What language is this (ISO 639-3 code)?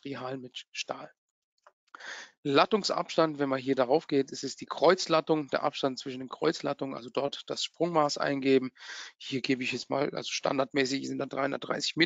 deu